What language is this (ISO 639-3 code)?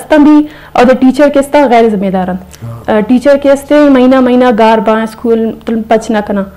bgp